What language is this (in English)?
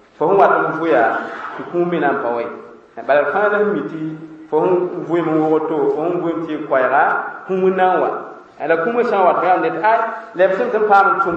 Mossi